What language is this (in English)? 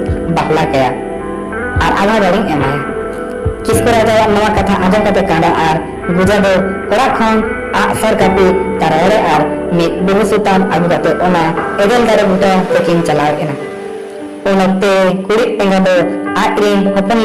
Santali